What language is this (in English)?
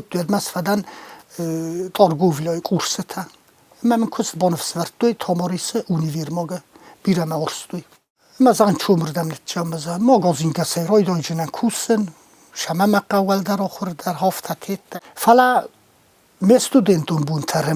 Ossetic